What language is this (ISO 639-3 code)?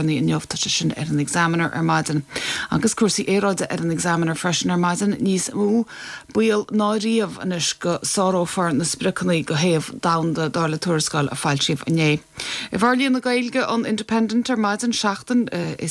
gle